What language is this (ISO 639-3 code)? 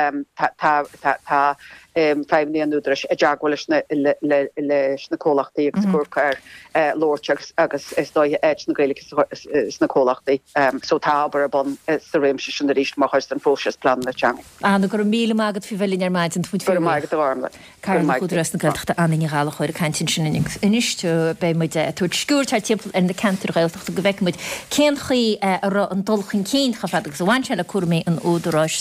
gle